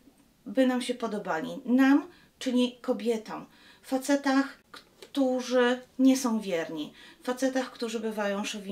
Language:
Polish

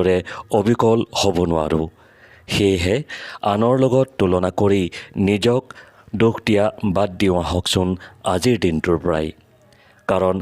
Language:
Assamese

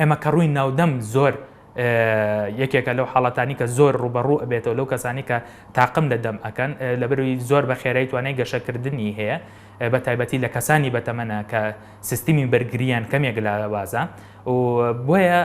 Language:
Central Kurdish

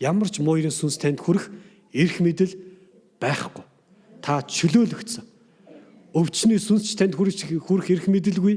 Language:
Mongolian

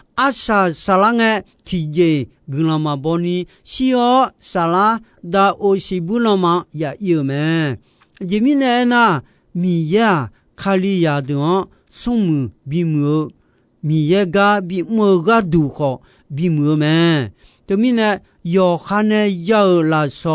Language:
Akha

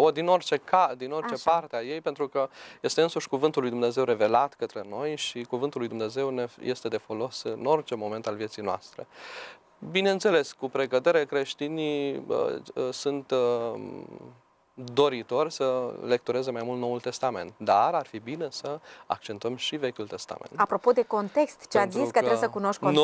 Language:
Romanian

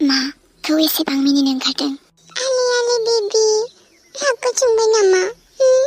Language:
Bodo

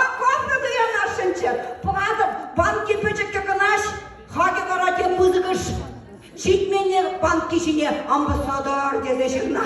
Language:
Chuvash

